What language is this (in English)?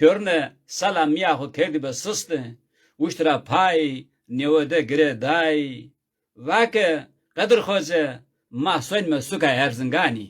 Zaza